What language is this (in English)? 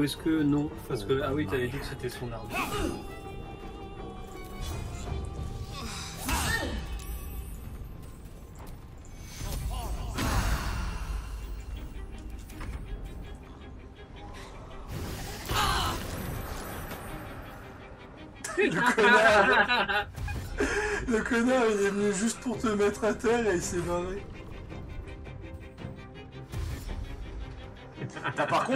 French